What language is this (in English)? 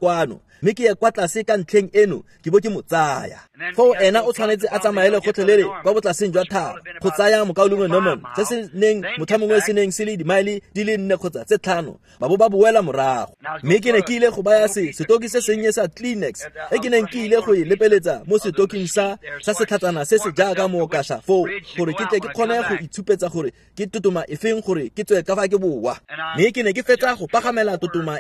Tswana